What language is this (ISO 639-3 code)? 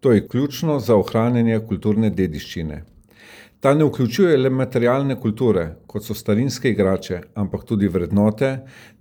slv